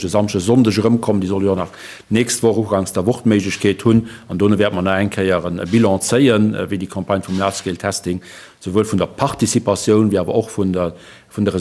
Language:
Luxembourgish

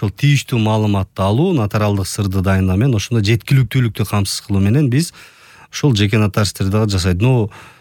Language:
Kyrgyz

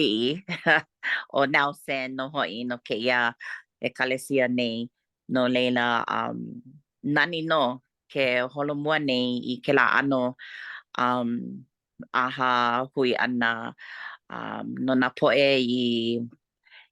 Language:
Hawaiian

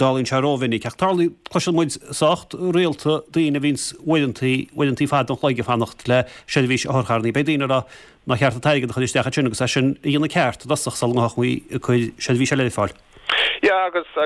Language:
Irish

